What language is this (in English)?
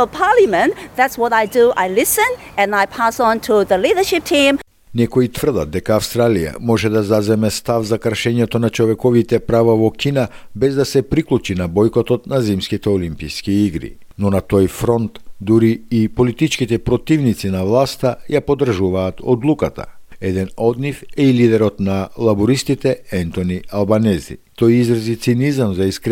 Macedonian